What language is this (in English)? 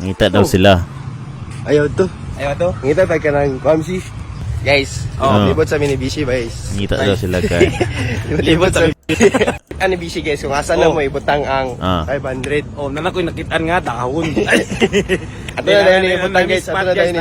Cebuano